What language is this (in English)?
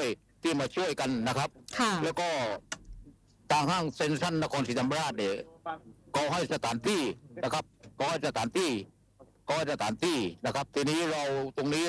Thai